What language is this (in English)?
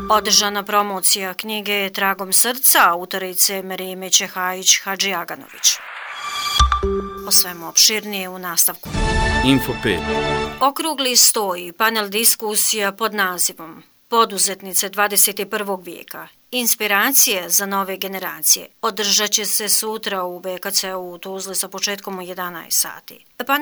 Bosnian